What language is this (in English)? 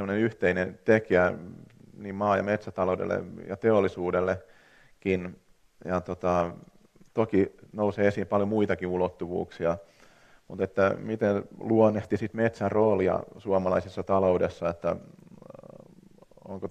Finnish